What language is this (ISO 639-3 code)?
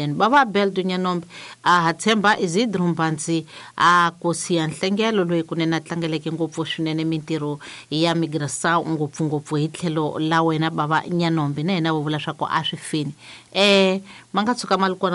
tso